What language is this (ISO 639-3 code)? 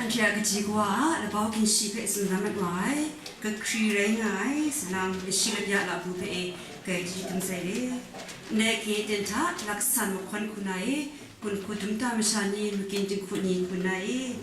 kac